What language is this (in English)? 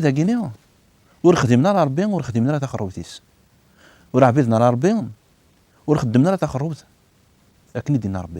Kabyle